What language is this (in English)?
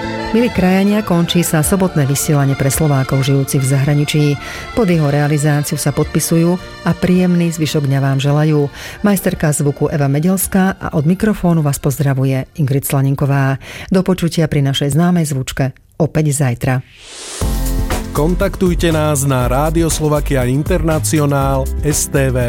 Slovak